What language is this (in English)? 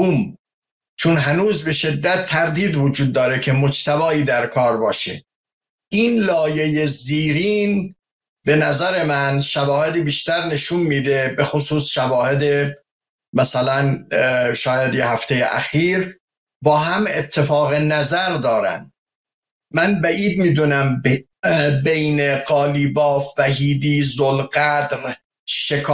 Persian